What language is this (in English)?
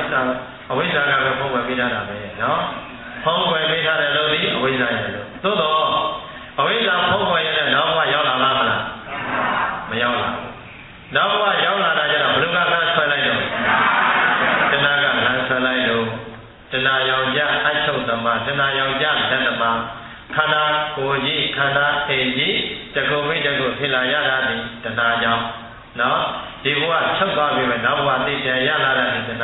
Burmese